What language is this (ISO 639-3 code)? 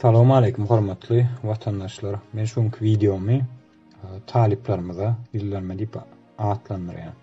tuk